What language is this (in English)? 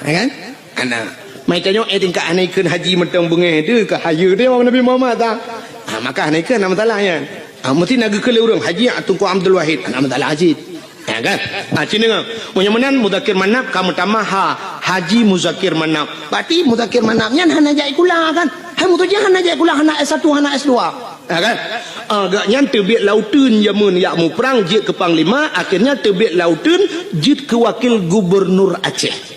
Achinese